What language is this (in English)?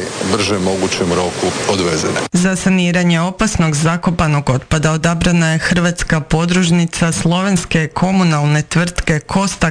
Croatian